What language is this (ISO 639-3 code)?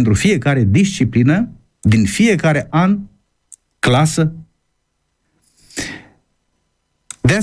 ron